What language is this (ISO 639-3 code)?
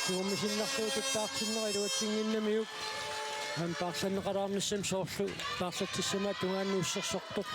kal